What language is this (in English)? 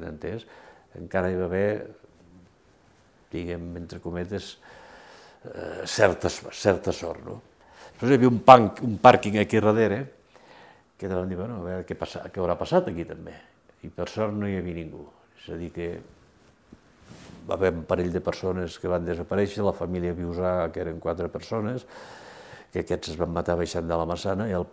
Catalan